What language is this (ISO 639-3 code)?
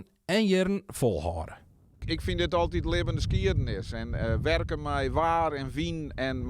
fry